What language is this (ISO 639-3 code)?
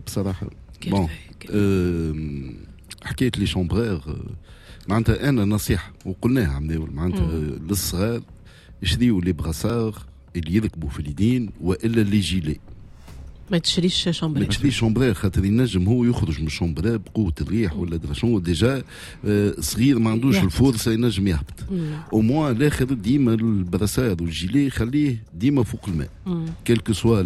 aeb